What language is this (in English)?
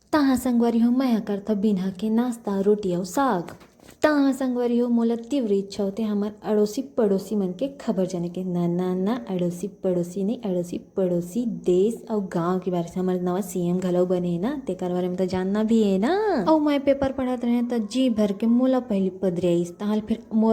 Chhattisgarhi